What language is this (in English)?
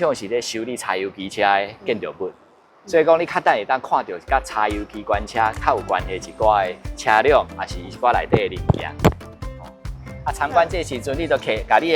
Min Nan Chinese